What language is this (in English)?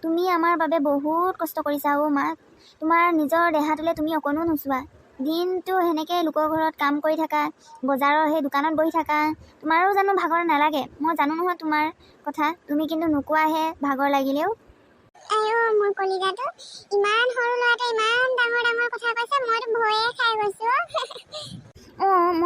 Assamese